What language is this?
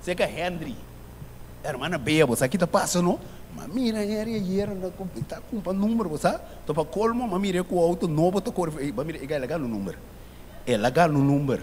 Papiamento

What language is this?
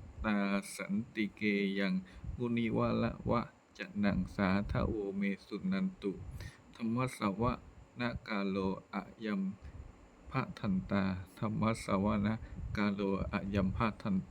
Pali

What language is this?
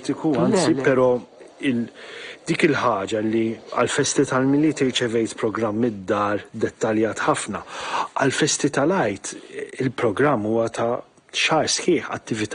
Maltese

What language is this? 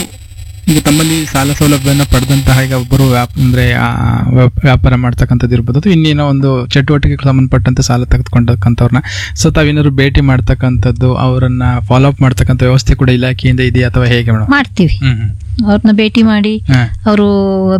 Kannada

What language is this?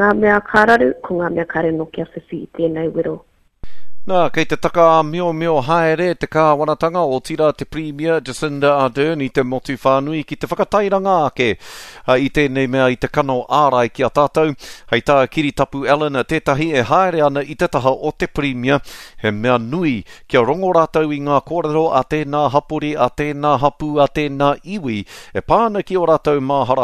Māori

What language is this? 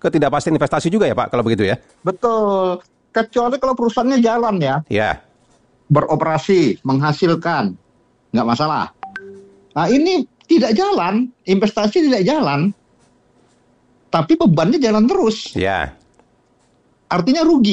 Indonesian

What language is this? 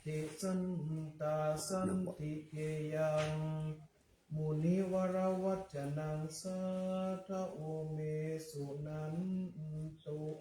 Pali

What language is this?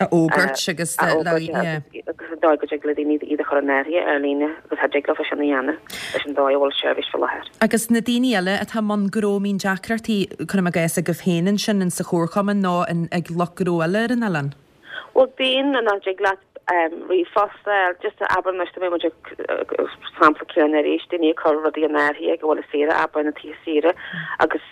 Irish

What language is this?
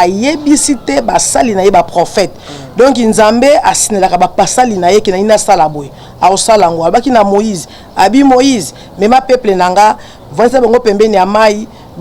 Lingala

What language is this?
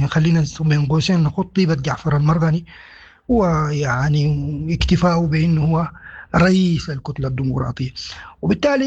Sudanese Arabic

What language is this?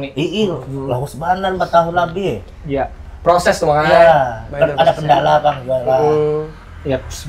Banjar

